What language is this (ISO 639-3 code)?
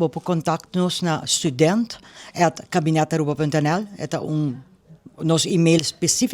pap